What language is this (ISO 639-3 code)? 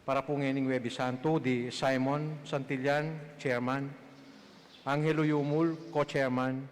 pam